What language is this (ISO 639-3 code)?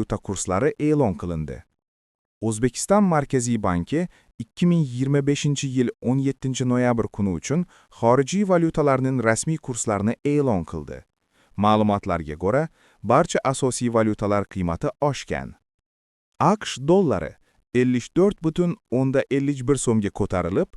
uzb